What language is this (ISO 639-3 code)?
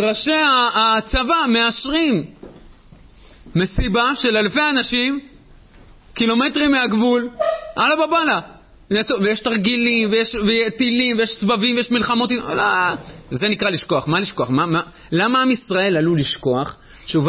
heb